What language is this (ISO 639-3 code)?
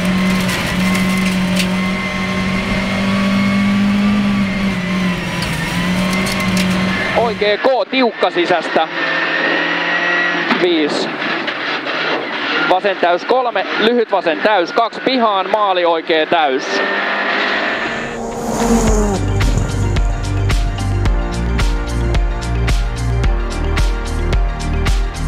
fin